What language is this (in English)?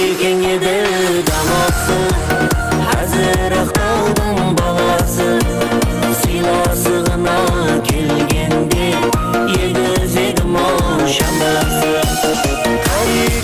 Kara-Kalpak